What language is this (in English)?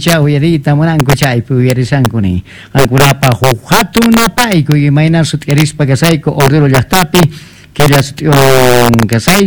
Quechua